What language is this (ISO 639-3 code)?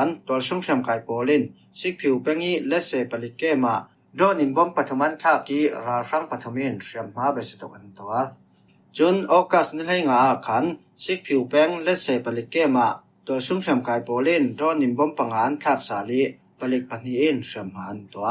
cfm